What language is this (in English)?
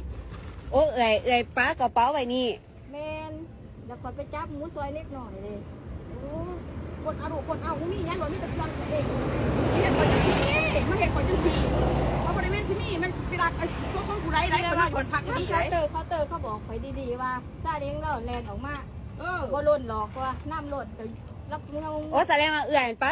Lao